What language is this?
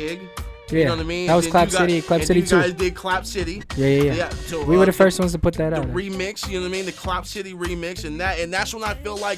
English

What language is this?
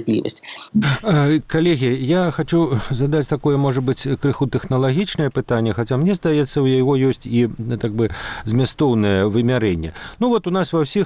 Belarusian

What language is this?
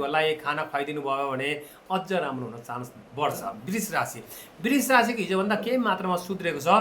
Nepali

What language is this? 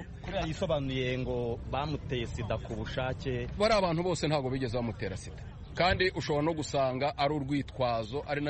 Kinyarwanda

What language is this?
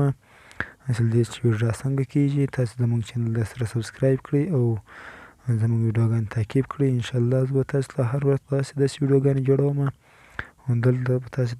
Pashto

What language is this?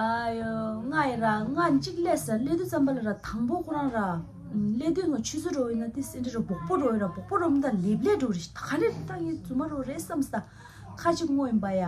Tibetan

